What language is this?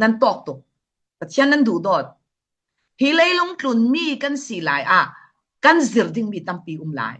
Falam Chin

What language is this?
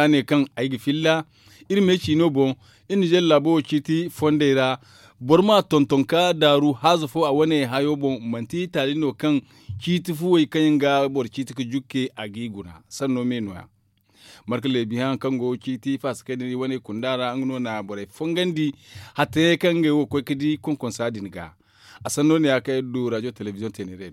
Zarma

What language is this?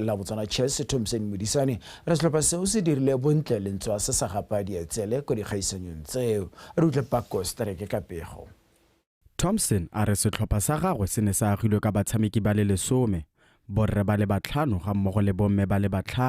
Tswana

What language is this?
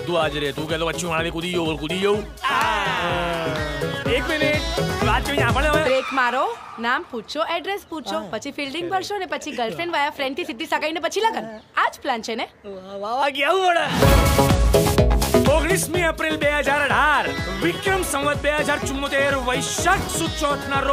Gujarati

